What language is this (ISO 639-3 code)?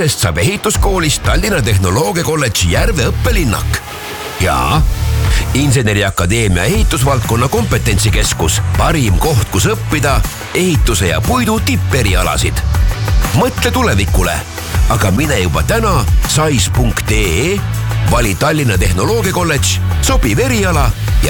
est